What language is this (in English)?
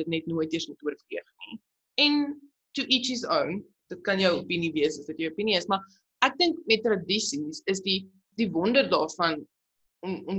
Afrikaans